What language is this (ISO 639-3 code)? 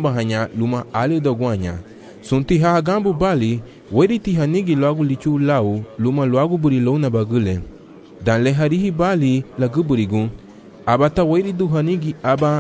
cab